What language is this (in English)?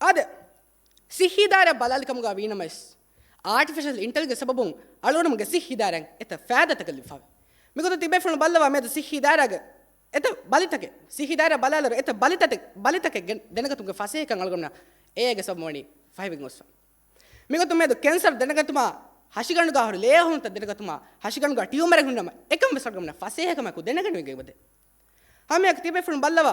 Divehi